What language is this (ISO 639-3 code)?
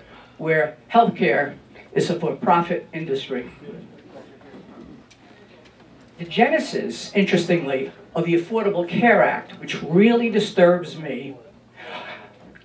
eng